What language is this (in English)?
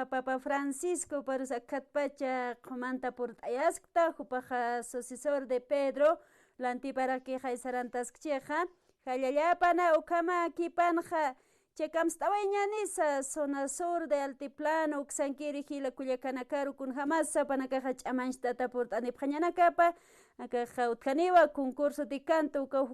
Aymara